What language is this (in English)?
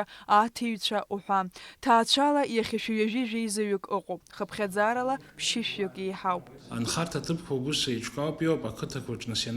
Abkhazian